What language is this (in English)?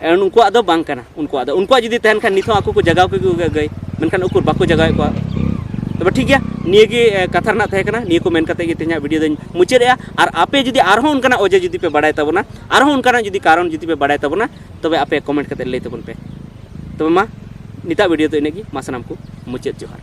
Santali